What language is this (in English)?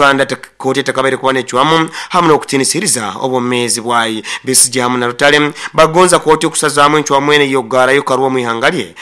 Nyoro